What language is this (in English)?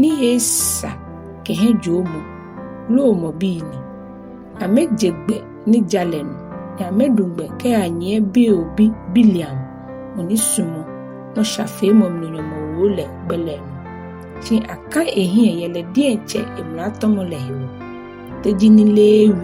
Ga